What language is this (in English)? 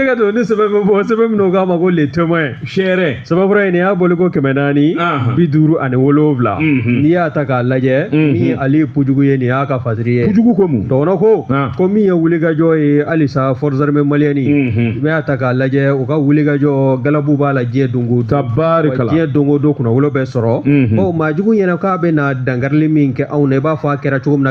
Bambara